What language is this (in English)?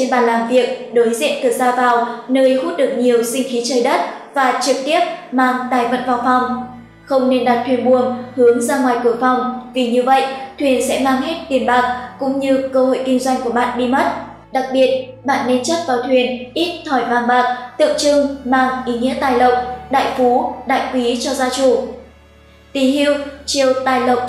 Vietnamese